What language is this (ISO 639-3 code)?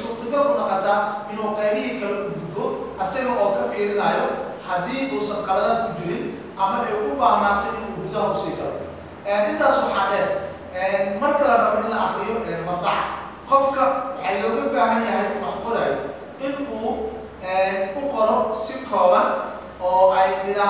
som